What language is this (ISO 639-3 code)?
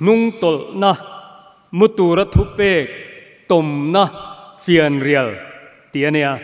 lus